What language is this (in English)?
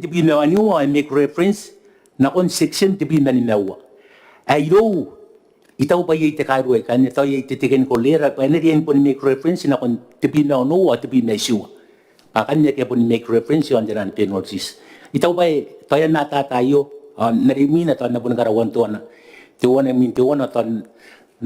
Gilbertese